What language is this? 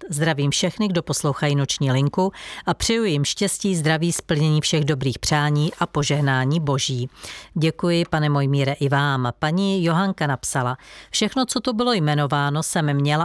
Czech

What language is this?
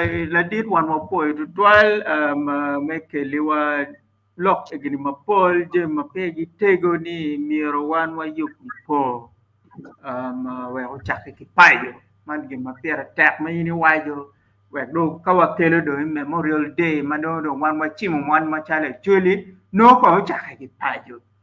Acoli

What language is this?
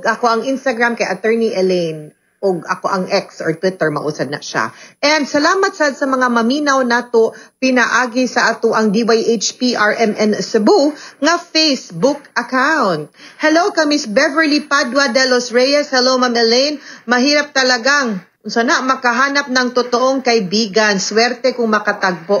Cebuano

